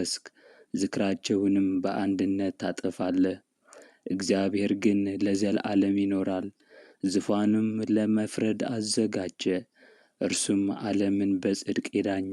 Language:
Amharic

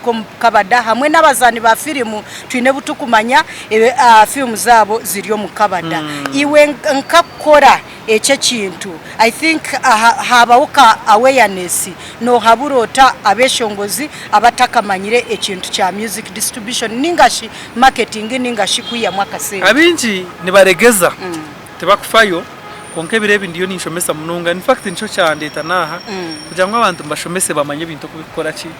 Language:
Nyankole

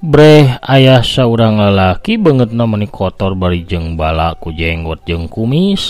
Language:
Sundanese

